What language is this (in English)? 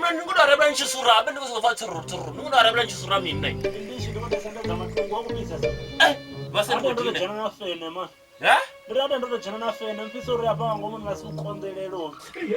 Venda